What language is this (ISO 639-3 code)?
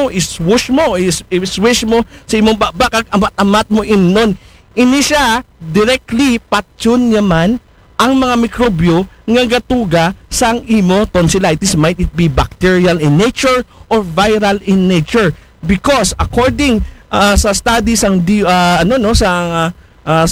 akl